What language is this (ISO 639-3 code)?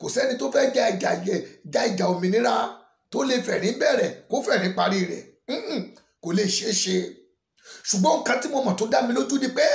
yor